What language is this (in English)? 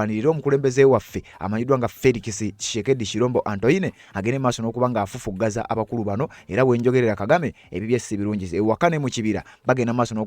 Ganda